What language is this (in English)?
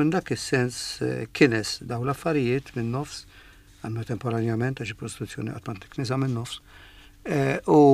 Maltese